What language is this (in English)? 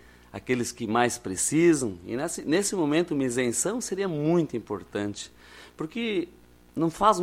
Portuguese